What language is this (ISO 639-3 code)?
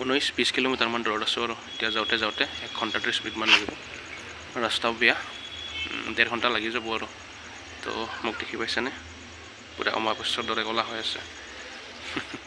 asm